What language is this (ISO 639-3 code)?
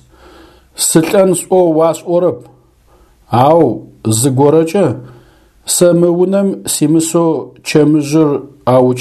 ady